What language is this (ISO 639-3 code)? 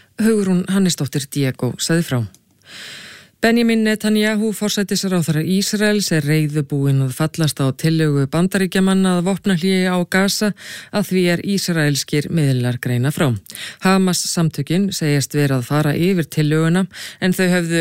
isl